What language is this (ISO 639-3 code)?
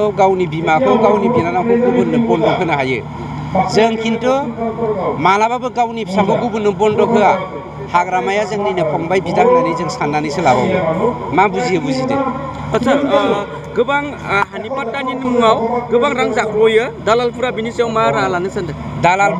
brx